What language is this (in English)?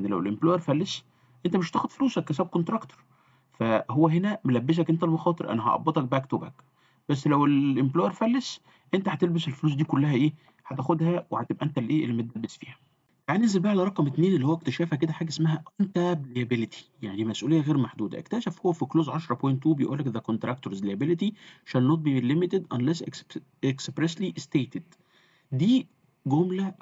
Egyptian Arabic